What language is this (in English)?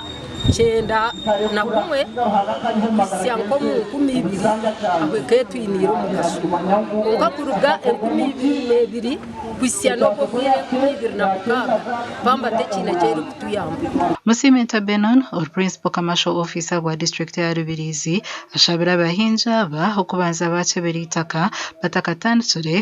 Nyankole